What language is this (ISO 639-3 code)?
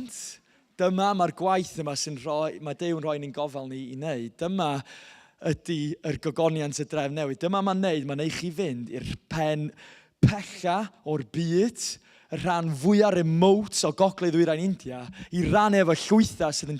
cym